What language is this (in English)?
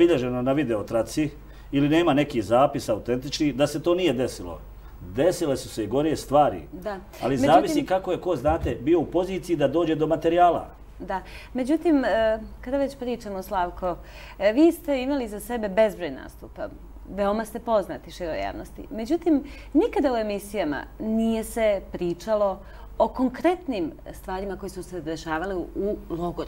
Serbian